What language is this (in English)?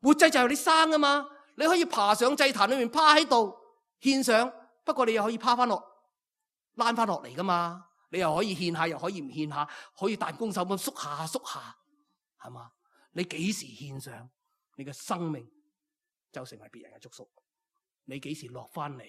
Cantonese